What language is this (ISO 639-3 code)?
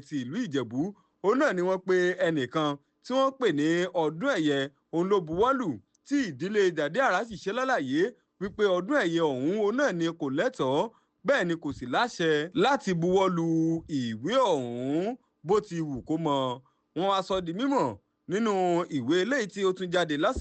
yor